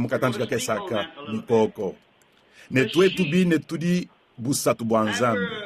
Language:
Luba-Lulua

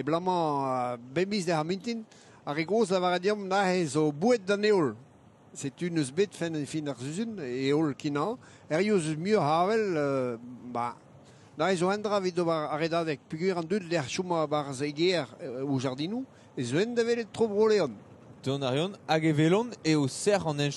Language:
Breton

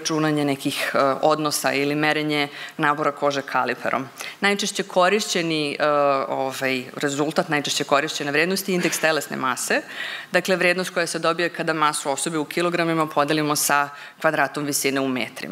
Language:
Serbian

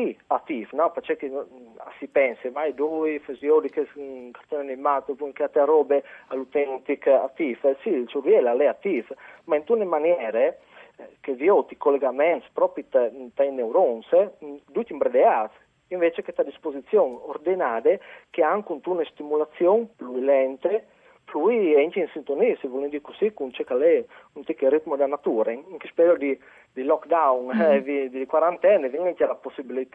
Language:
Friulian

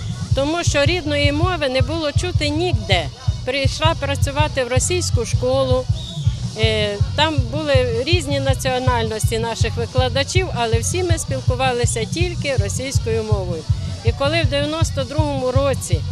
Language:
Ukrainian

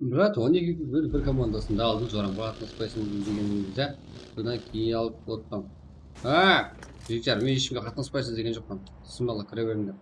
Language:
Kara-Kalpak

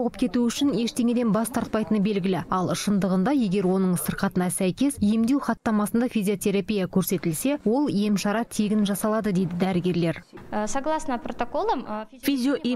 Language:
Kazakh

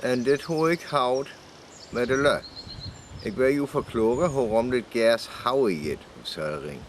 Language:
Northern Frisian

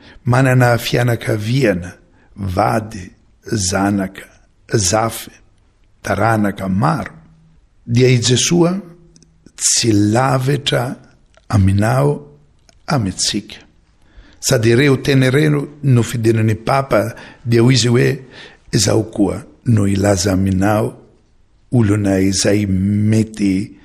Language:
Malagasy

